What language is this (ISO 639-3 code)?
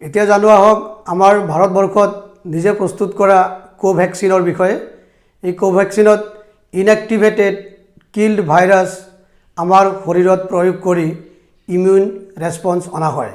asm